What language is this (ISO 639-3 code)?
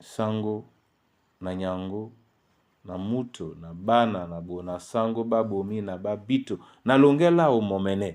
dua